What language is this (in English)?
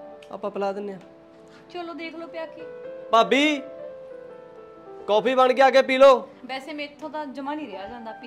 Punjabi